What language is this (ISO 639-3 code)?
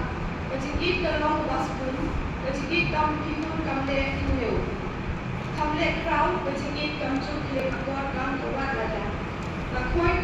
kha